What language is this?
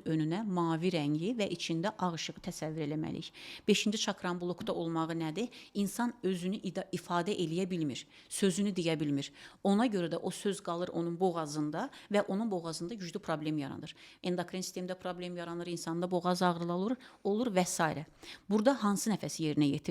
Azerbaijani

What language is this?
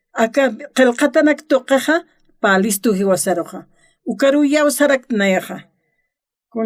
Aymara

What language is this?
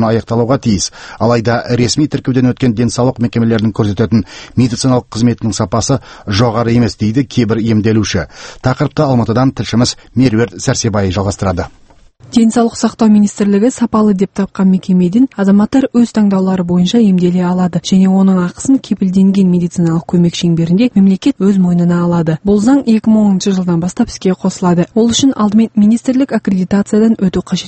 Kazakh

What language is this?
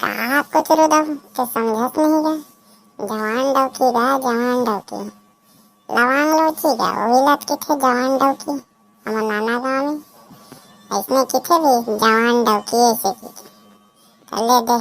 Chhattisgarhi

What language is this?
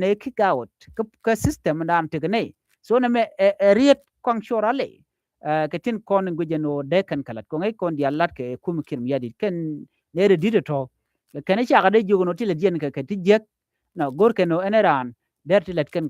Nuer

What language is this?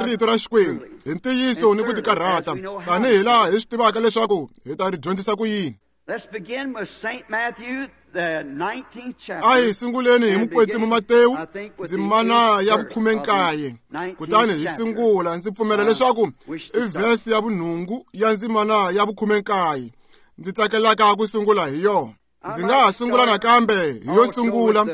Tsonga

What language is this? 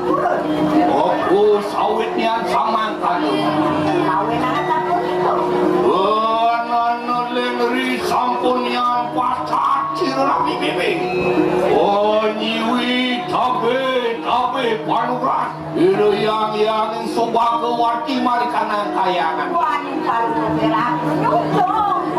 Balinese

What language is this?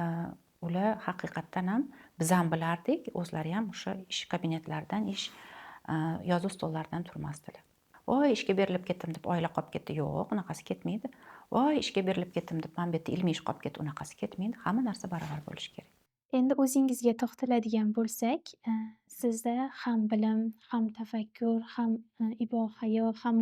Uzbek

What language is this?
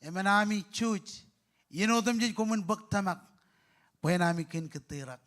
Marshallese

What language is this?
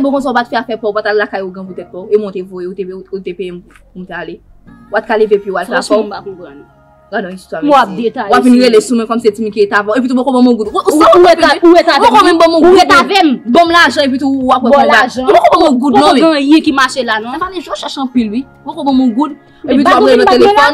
Haitian Creole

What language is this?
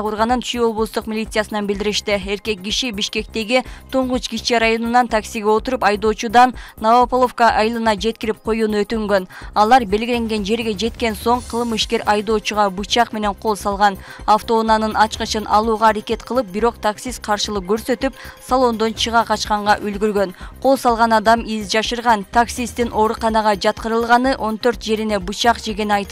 Kyrgyz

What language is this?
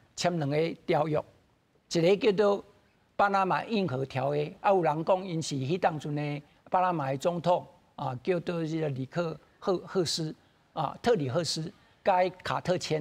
Min Nan Chinese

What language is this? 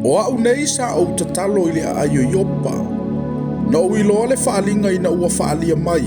Samoan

